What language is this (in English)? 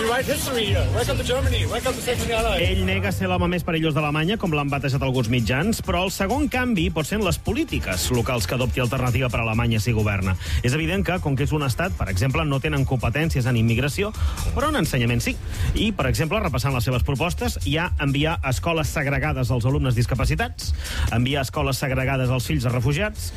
Catalan